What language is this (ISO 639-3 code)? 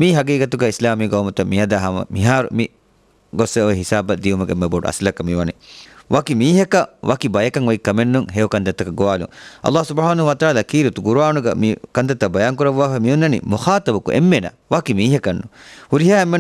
div